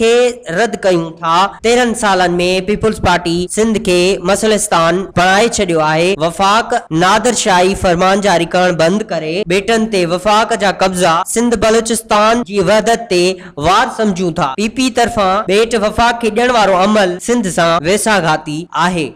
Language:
Sindhi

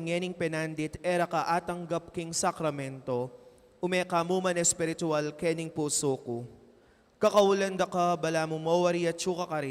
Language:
Pampanga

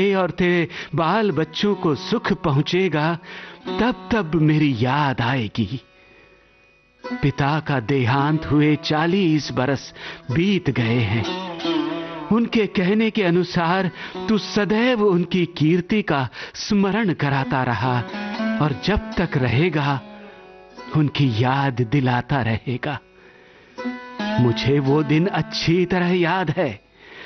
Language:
Hindi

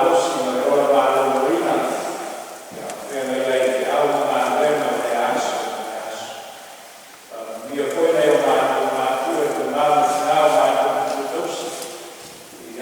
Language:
Samoan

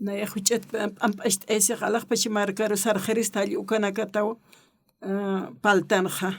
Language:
Aymara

